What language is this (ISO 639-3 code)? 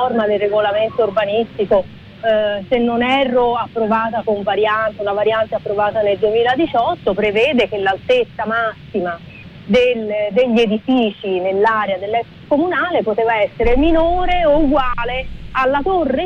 ita